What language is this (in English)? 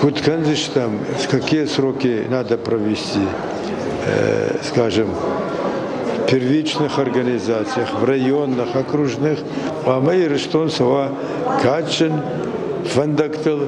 Ossetic